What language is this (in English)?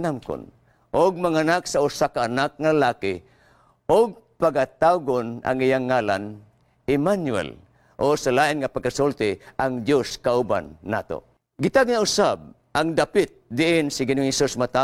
Cebuano